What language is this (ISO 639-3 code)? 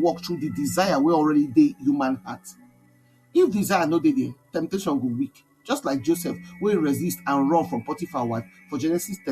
pcm